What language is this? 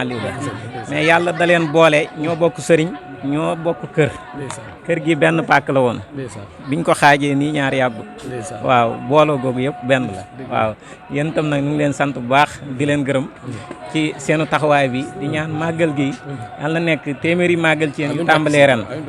Wolof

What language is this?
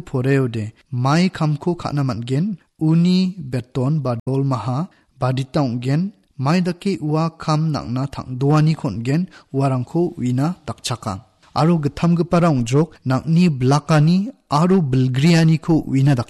Garo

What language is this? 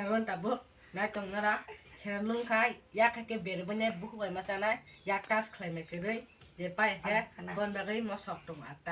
Kok Borok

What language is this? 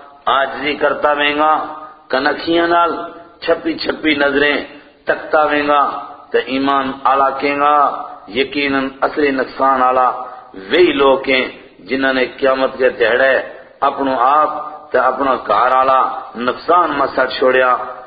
Gujari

